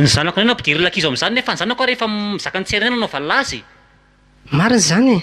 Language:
Malagasy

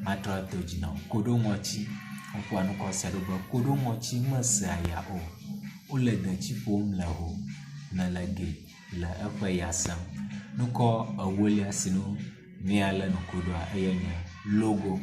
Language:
Ewe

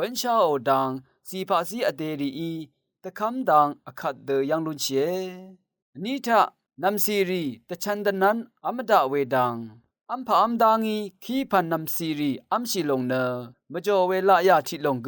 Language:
Rawang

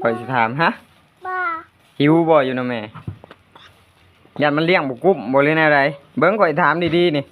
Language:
Northeastern Thai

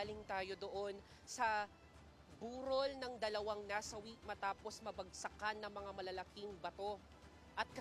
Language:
Filipino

